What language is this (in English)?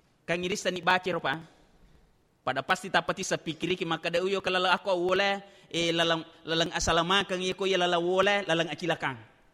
Buginese